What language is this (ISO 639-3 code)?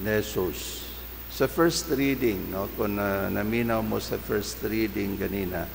ceb